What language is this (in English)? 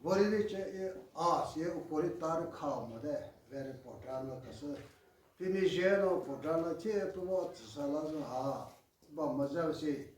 Chokri Naga